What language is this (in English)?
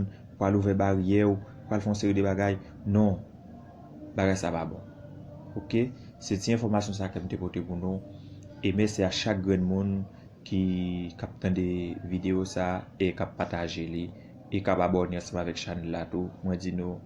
Haitian Creole